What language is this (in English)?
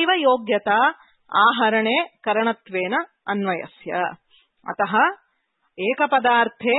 Sanskrit